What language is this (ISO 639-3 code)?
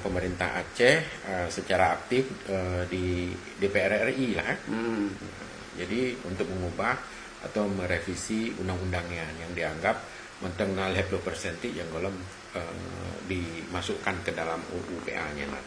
ace